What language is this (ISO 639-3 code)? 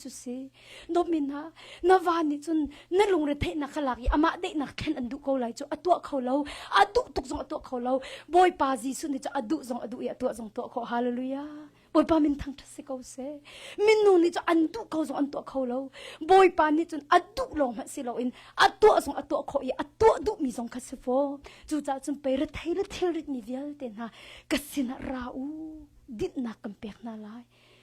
cnh